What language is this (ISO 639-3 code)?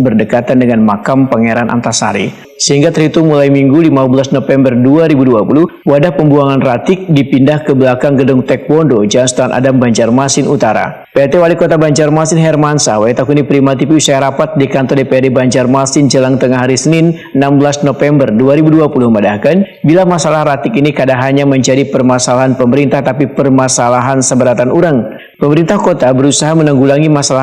bjn